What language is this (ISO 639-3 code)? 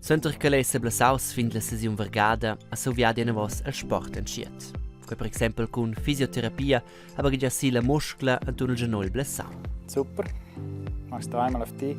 roh